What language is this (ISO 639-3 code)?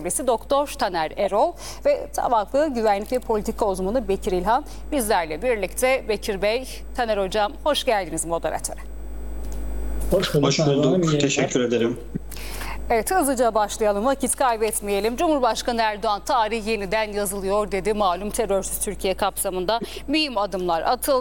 tur